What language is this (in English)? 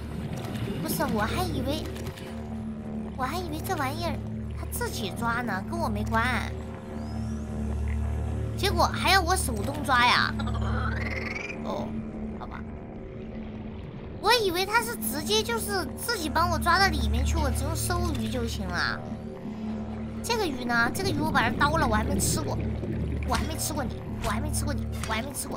Chinese